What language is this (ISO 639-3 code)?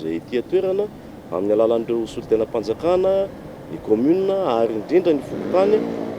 mlg